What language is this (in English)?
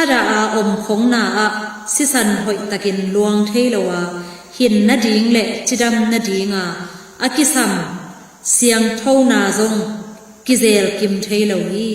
Tedim Chin